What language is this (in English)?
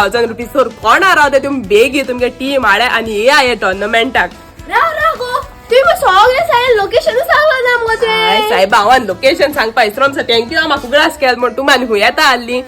Konkani